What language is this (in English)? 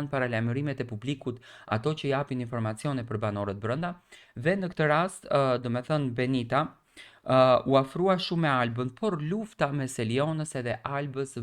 Albanian